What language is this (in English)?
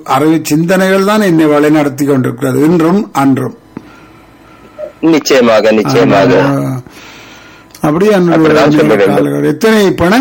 Tamil